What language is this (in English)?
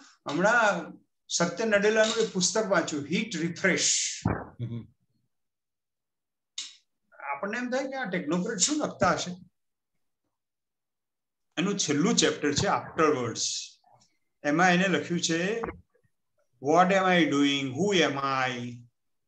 Gujarati